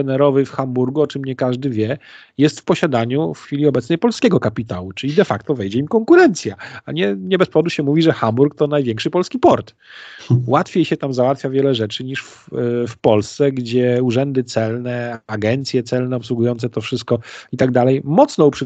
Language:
Polish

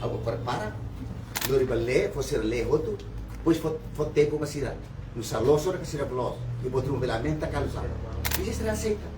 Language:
Tetum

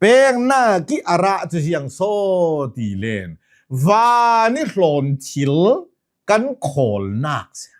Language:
Hakha Chin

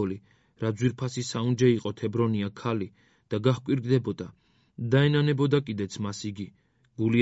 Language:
Georgian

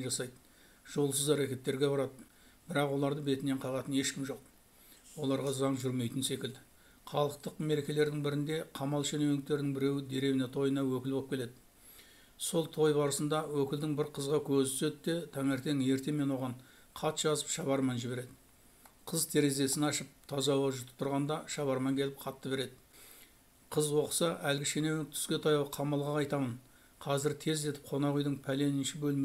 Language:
Kazakh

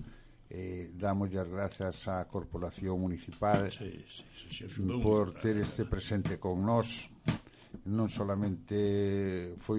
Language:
Galician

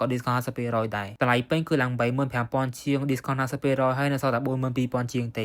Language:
Khmer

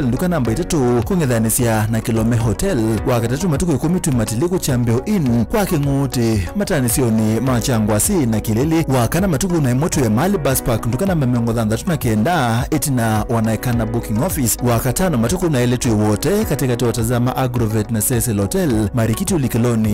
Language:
Kamba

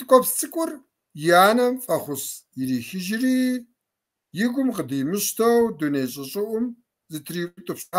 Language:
Kabardian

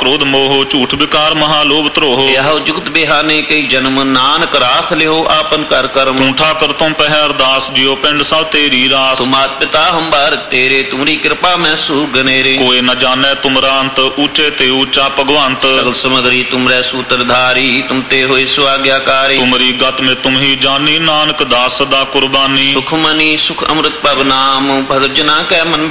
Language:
Punjabi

